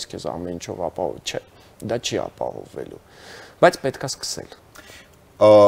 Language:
Armenian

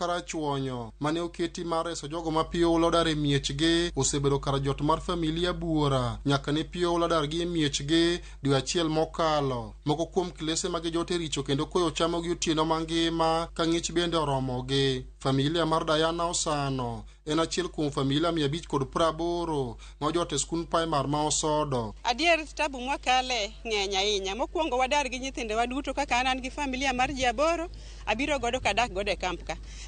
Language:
Luo (Kenya and Tanzania)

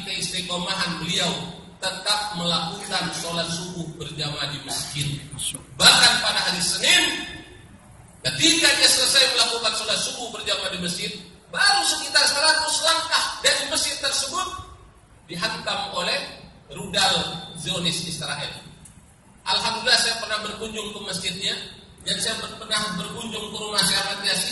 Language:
Indonesian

